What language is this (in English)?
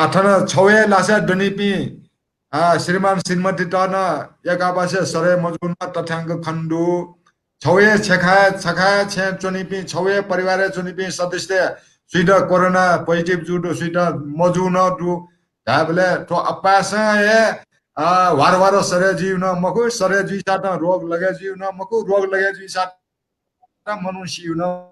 Newari